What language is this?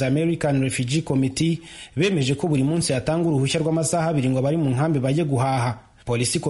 Kinyarwanda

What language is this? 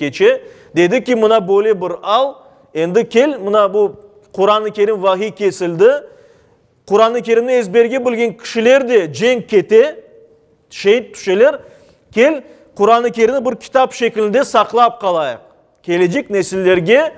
Crimean Tatar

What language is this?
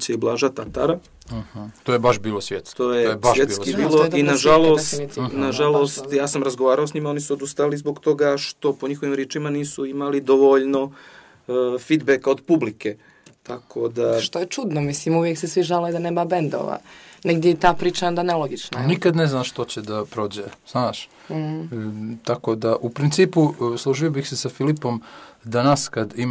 Croatian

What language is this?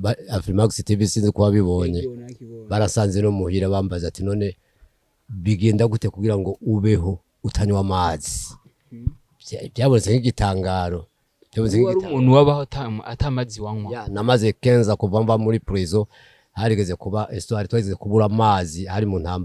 Rundi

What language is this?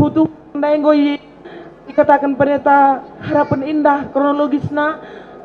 Batak Karo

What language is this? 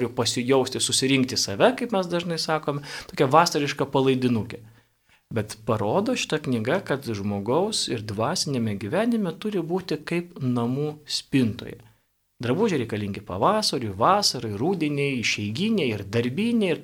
Lithuanian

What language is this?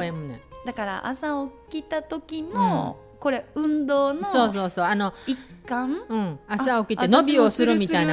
Japanese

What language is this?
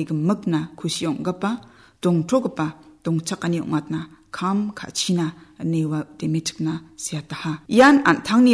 Garo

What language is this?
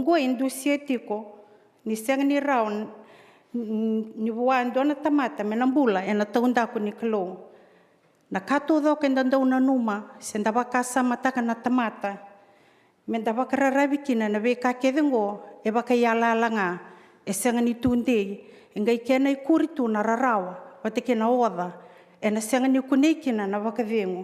Fijian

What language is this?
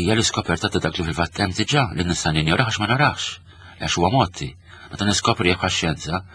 Maltese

